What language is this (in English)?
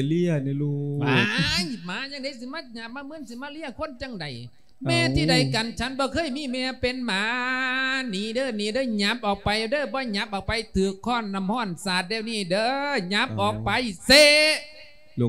Lao